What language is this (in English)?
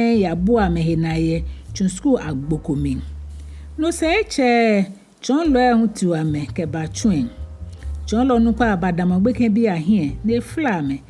Ga